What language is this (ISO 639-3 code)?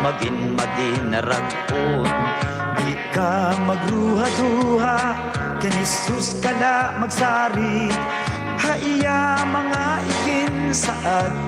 war